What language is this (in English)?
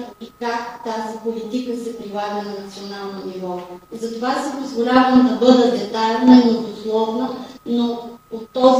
Bulgarian